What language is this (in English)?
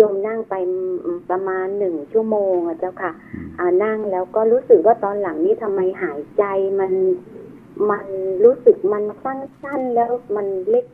Thai